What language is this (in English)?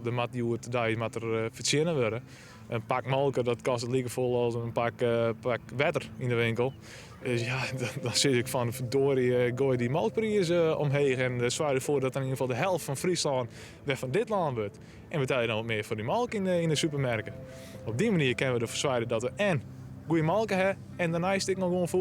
Western Frisian